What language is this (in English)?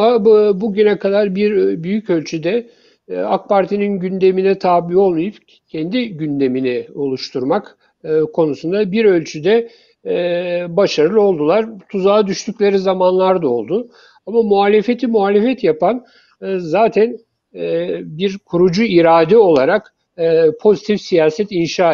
Turkish